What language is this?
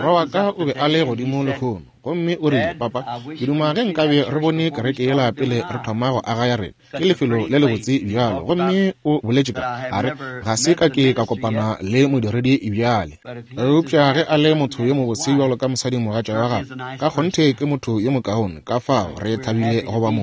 Northern Sotho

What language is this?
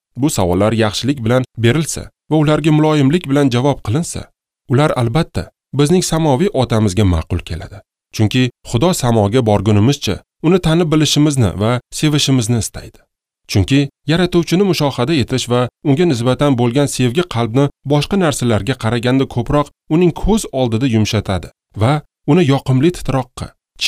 Uzbek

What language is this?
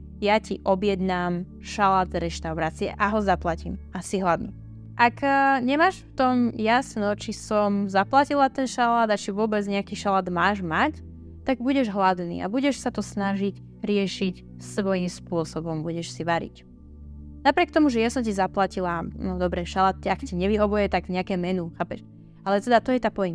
Slovak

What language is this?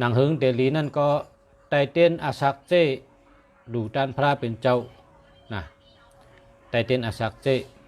Shan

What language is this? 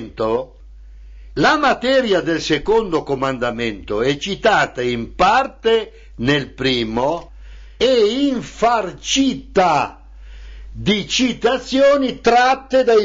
Italian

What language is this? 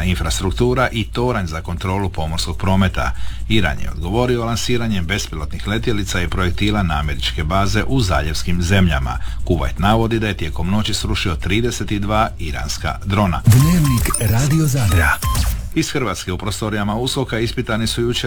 Croatian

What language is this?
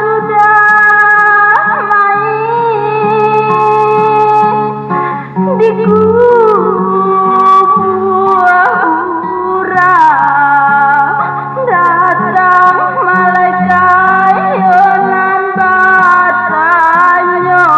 Minangkabau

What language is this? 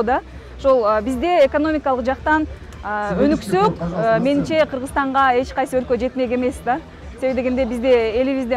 Kyrgyz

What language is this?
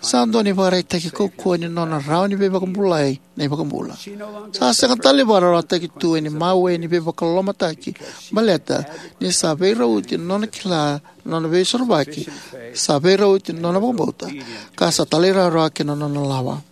Fijian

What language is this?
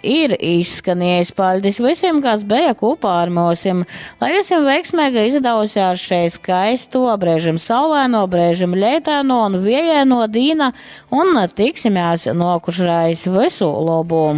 Latgalian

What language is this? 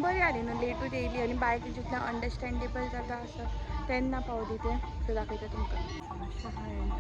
Konkani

